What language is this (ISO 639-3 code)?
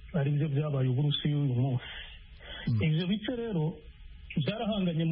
kin